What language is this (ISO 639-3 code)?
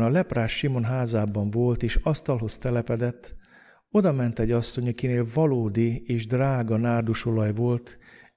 hun